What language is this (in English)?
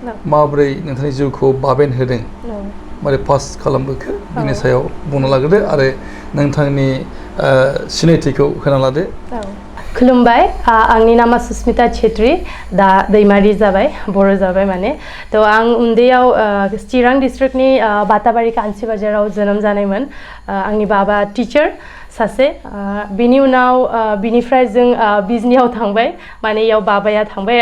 Bodo